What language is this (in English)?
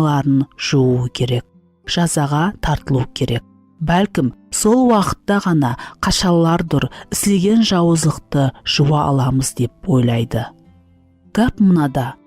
Kara-Kalpak